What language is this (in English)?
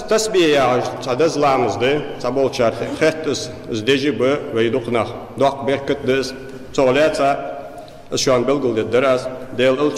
Ingush